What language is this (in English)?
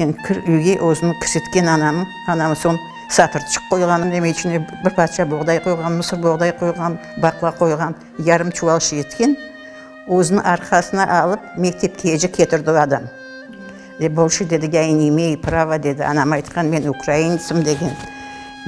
Crimean Tatar